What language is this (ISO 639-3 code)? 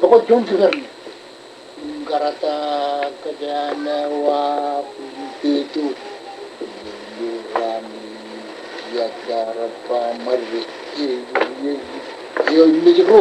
mah